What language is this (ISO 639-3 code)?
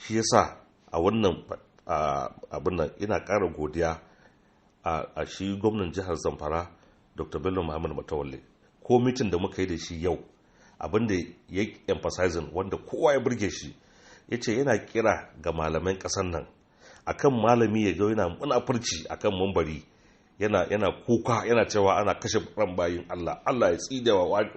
hau